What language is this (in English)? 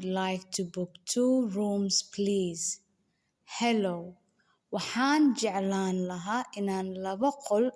Somali